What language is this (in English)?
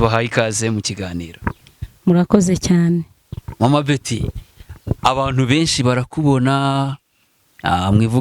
Kinyarwanda